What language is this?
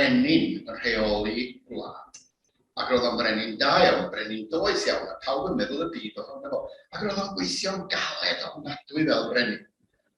Welsh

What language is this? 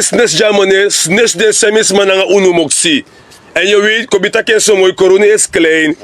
Sranan Tongo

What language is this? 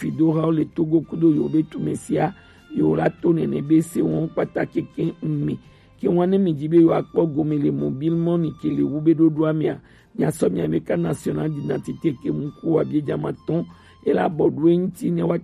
Gen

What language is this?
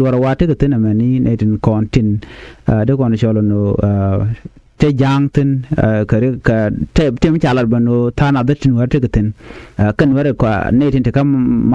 Nuer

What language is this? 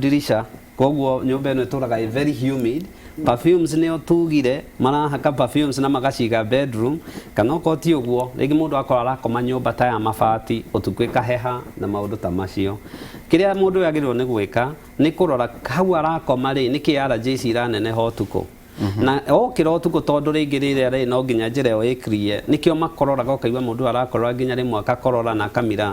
Kikuyu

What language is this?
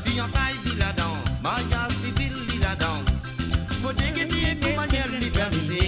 Morisyen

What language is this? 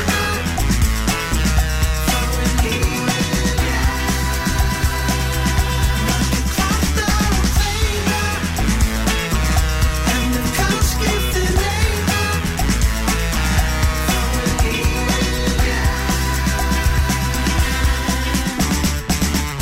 Icelandic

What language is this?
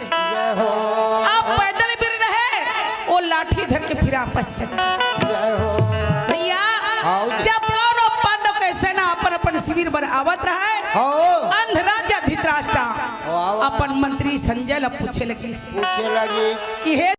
Chhattisgarhi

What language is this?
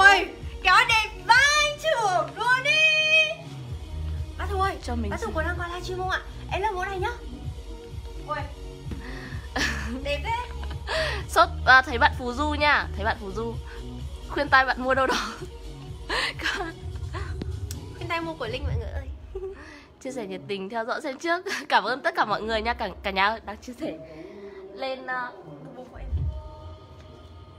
Vietnamese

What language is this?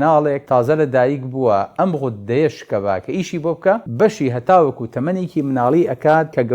Central Kurdish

